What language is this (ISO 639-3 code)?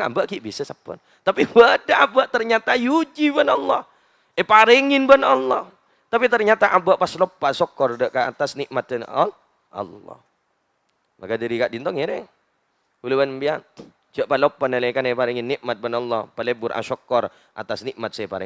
mad